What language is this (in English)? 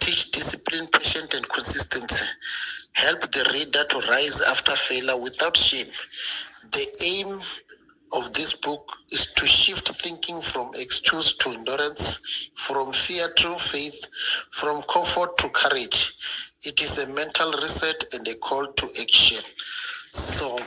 Venda